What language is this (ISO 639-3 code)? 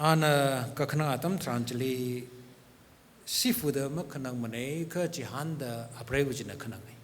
nmf